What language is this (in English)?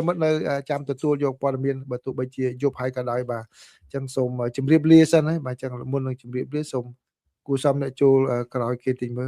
Khmer